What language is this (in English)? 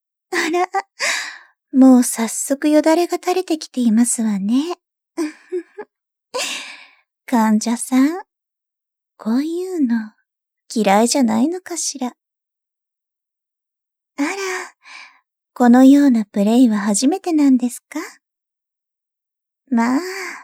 Japanese